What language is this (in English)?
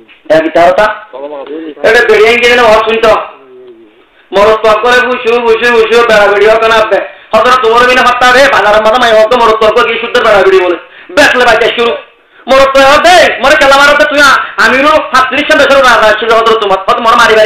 Bangla